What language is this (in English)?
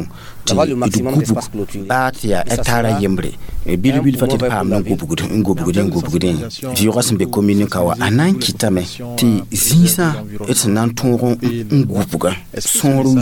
Mossi